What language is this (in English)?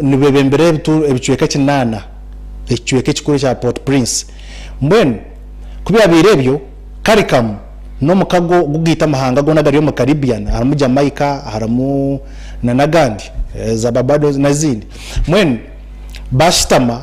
Nyankole